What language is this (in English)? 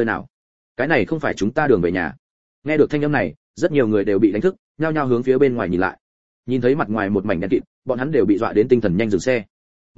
Vietnamese